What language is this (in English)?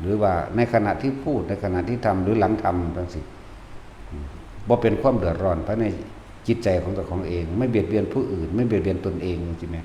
Northeastern Thai